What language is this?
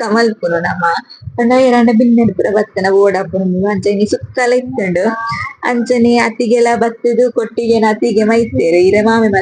Tulu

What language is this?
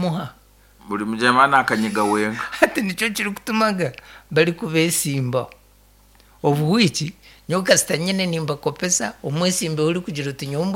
Nyankole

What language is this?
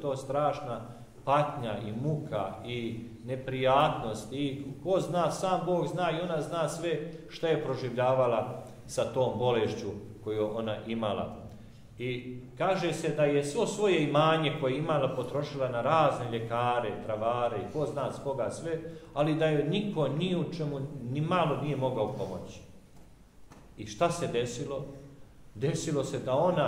Serbian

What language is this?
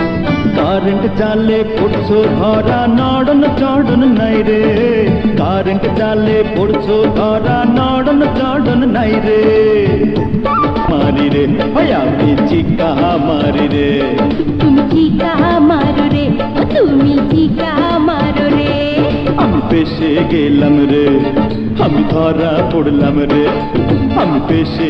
Bangla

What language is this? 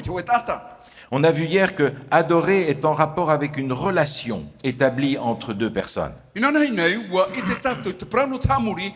Tahitian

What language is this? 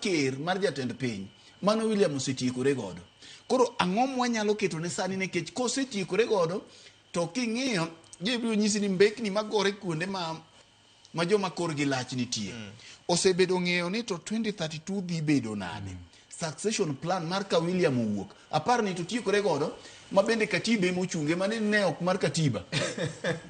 Luo (Kenya and Tanzania)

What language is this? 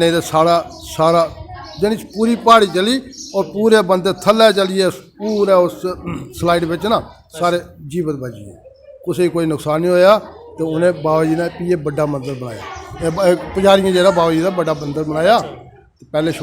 Dogri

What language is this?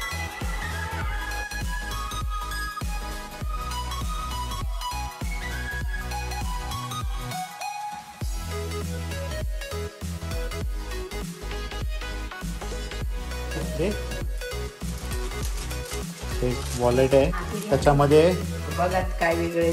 Marathi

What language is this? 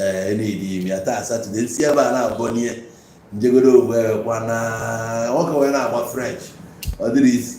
Igbo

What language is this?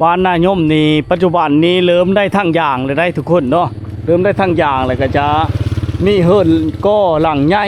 Lao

